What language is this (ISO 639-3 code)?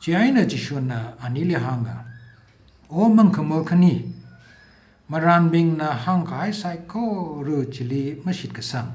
nmf